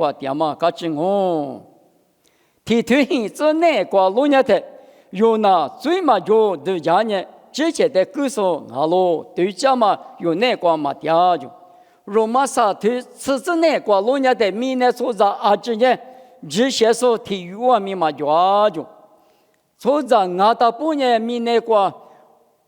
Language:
Lisu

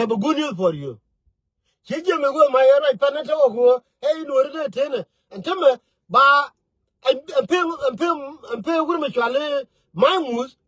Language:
Nuer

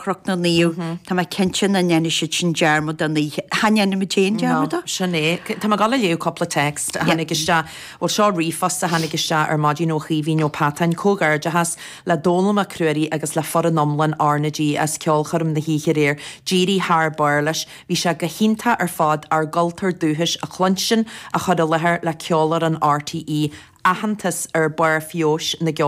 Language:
Irish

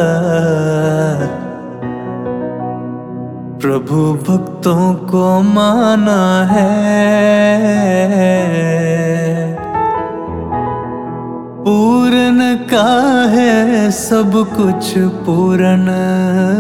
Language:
Hindi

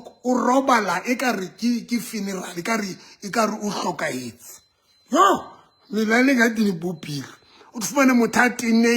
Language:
Southern Sotho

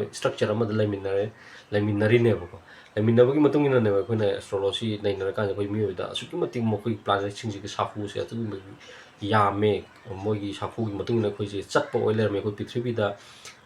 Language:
Manipuri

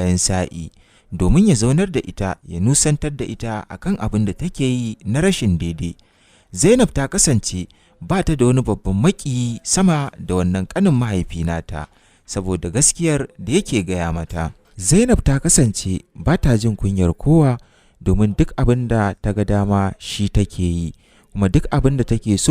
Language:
Hausa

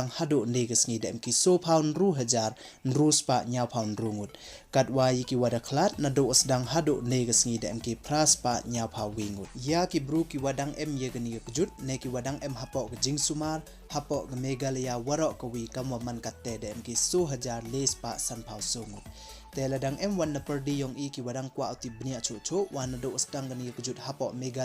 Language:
Pnar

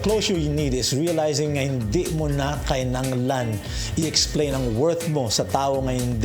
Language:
Hiligaynon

